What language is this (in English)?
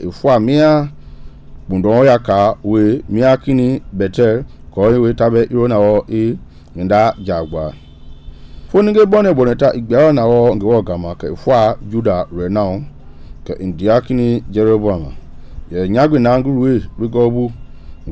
Mende